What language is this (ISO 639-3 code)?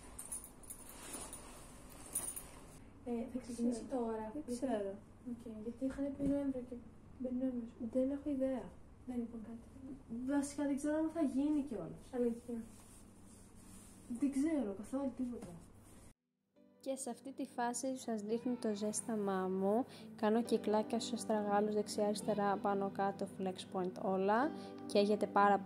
ell